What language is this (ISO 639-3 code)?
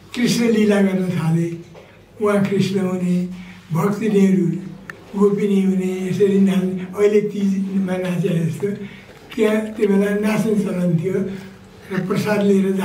nep